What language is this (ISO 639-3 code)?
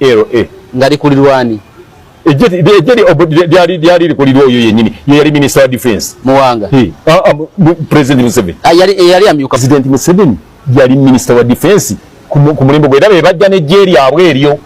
lug